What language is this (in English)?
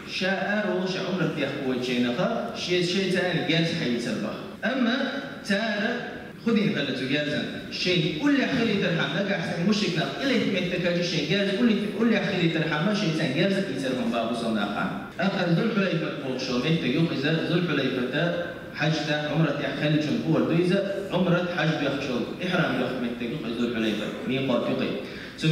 Chechen